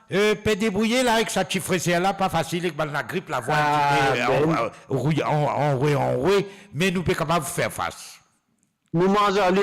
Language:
Morisyen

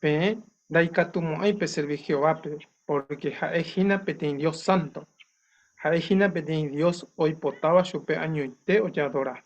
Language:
Guarani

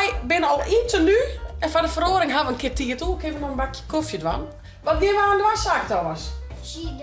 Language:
Western Frisian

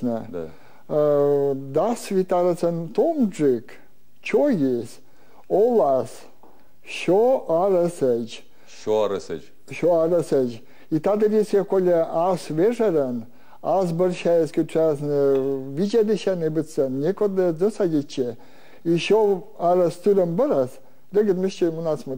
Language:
Belarusian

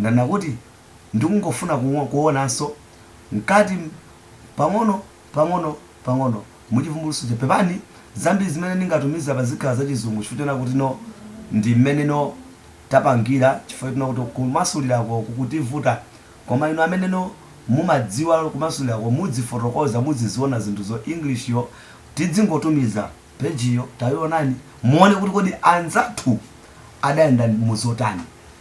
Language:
Nyanja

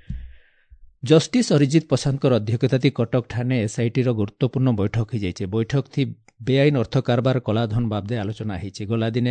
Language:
Odia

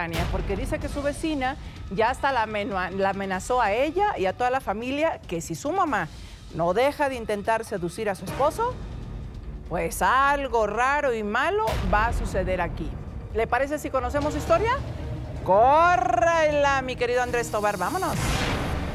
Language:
Spanish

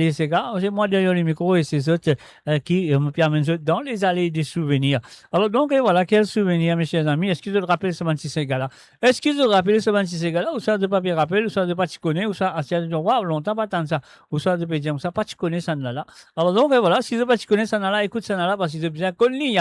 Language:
Morisyen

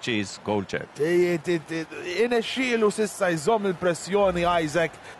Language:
Maltese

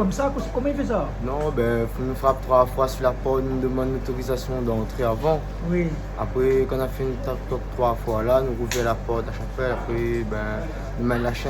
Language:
Réunion Creole French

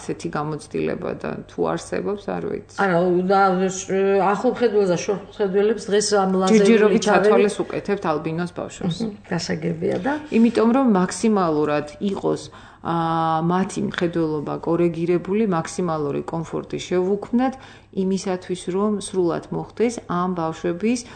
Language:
Georgian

